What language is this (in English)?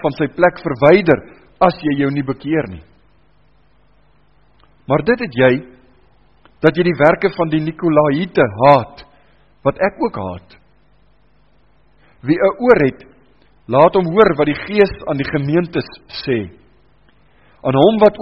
Afrikaans